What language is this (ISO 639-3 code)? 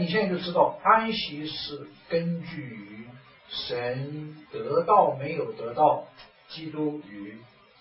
zho